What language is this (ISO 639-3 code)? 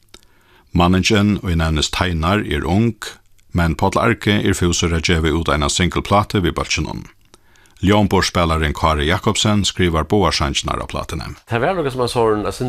fao